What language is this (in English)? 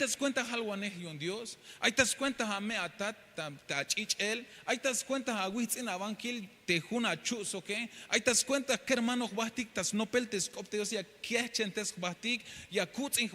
Tzeltal